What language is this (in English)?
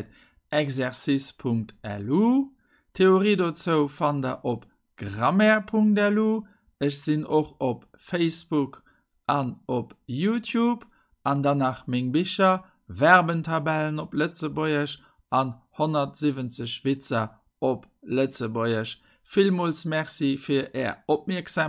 Luxembourgish